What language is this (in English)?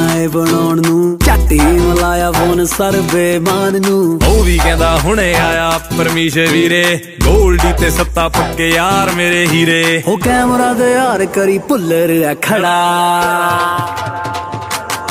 Punjabi